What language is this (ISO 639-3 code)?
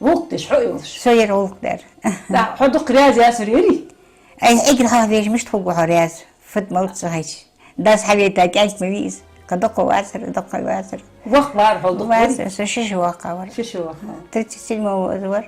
inh